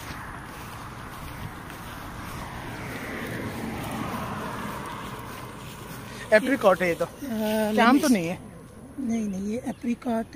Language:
Hindi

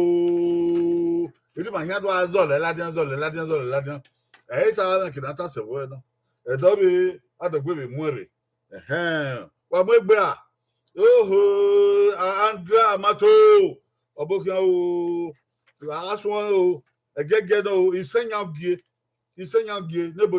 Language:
Bini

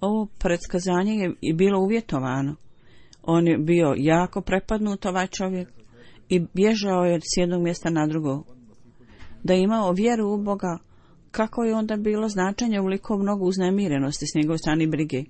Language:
Bosnian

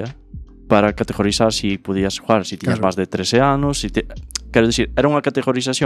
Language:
Galician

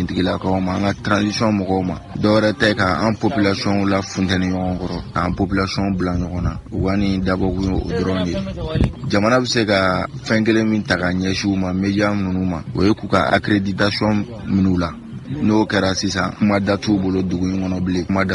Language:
Bambara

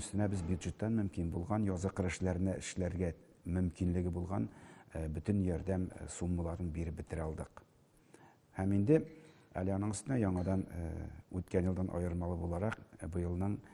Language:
Tatar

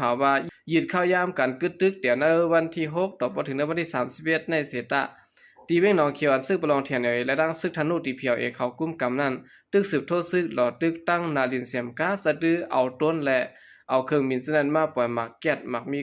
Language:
Shan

